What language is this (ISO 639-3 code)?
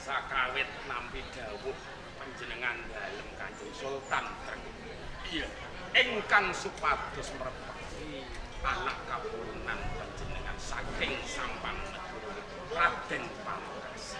jav